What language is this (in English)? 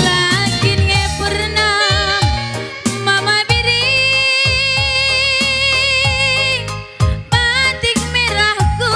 Batak Karo